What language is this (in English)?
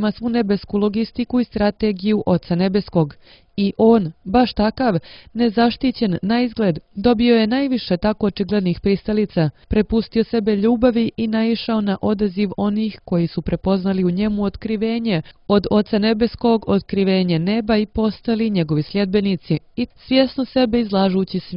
Serbian